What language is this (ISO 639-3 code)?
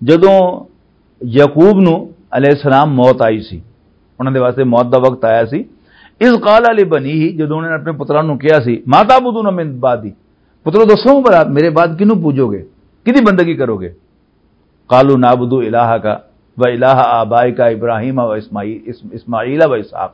lah